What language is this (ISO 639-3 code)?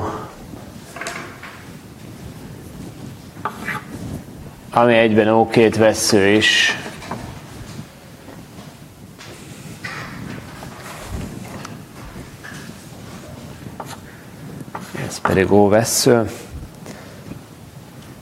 hun